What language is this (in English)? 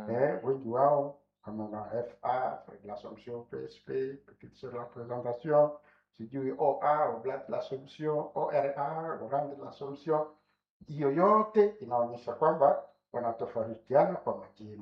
Swahili